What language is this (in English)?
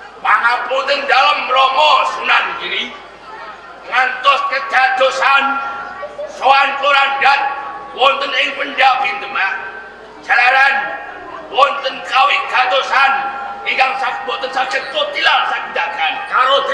Javanese